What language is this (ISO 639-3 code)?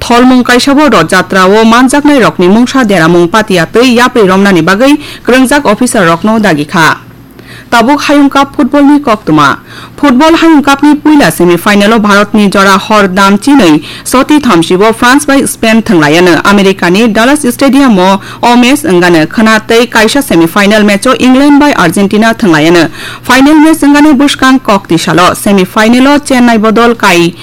trp